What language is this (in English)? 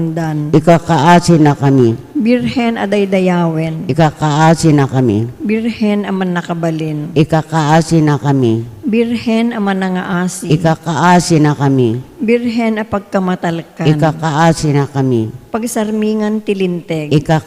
Iloko